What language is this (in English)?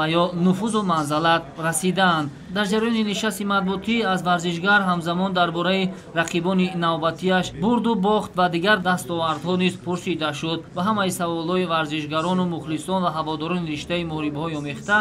Tajik